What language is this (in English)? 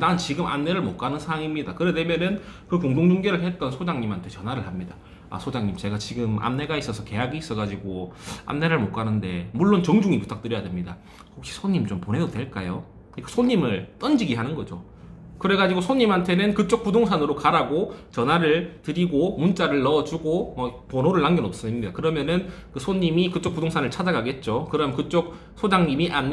Korean